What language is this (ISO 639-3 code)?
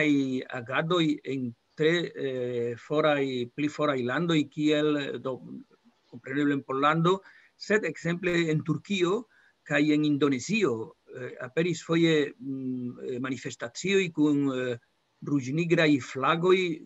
epo